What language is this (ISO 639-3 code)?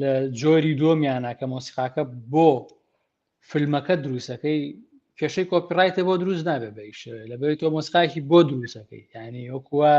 ckb